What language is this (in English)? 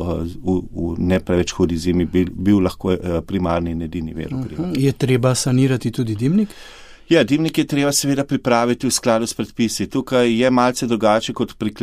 Slovenian